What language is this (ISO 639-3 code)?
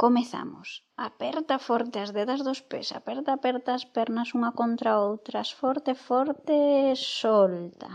glg